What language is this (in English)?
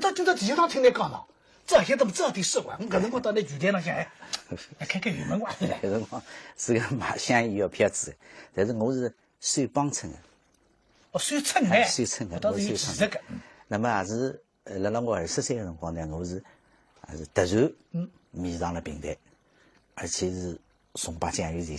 Wu Chinese